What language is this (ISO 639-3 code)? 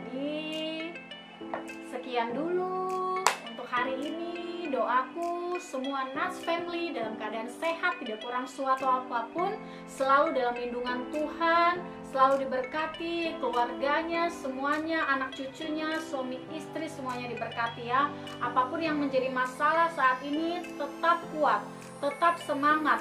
ind